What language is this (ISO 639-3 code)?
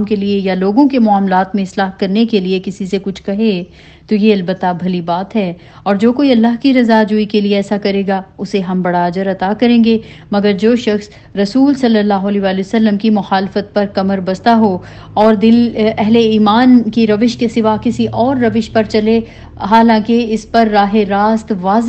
urd